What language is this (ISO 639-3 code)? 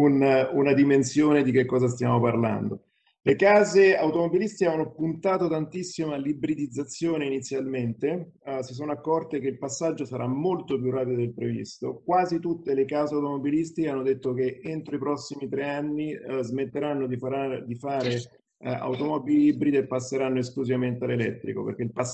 ita